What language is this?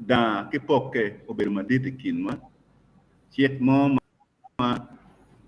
Acoli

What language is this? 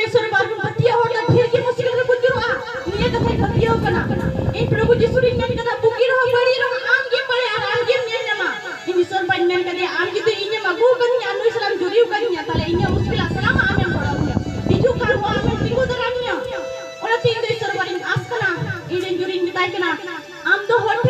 Santali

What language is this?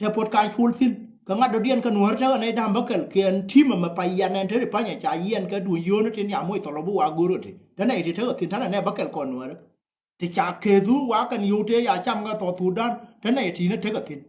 Nuer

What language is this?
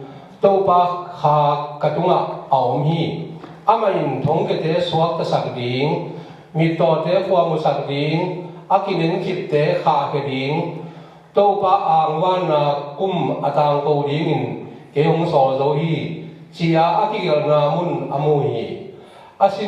Tedim Chin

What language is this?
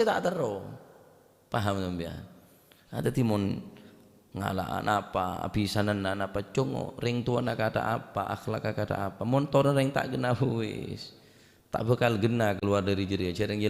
Madurese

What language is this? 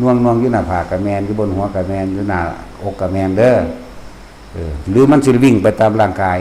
Northeastern Thai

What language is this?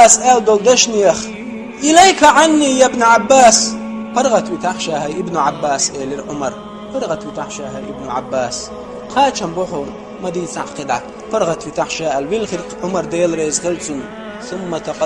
Chechen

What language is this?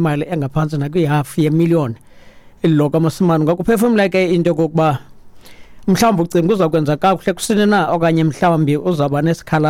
Xhosa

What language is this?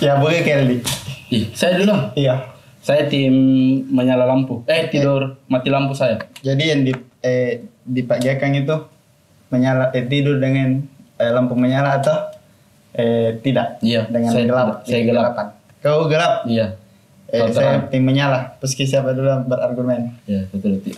Makassar Malay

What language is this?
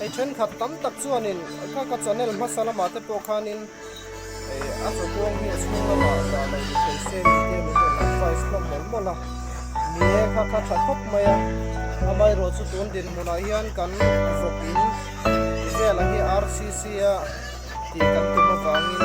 Mizo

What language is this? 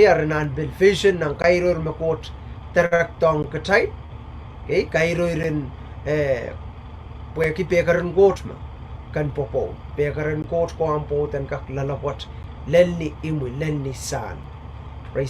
Pohnpeian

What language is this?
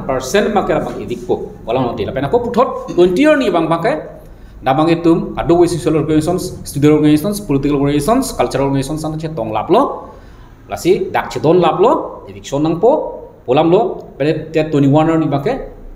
Karbi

